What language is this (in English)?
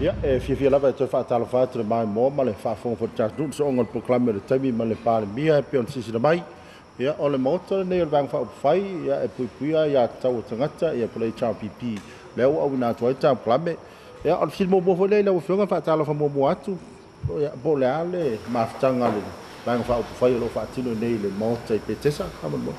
Samoan